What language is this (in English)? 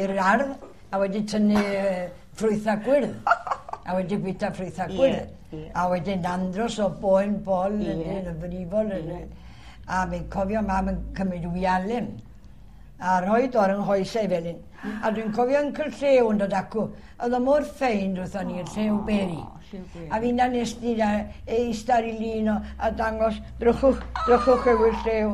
Welsh